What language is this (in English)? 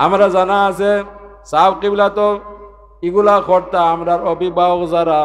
Sylheti